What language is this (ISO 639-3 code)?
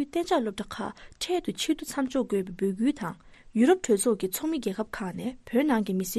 bod